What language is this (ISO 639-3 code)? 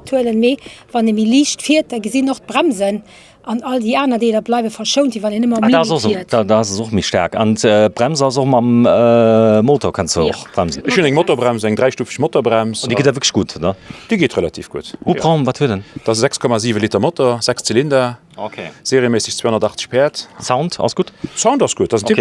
ltz